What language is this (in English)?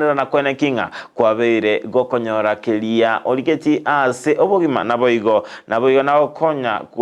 Gusii